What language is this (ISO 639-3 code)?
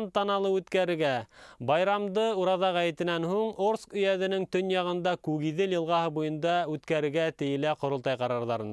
bak